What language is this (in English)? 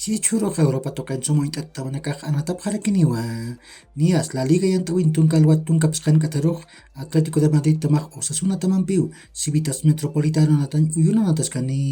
Aymara